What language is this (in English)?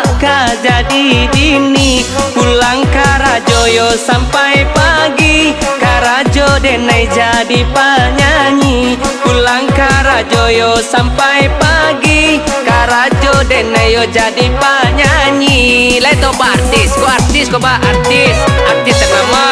Minangkabau